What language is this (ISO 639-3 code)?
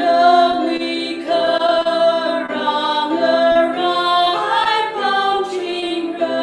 nmf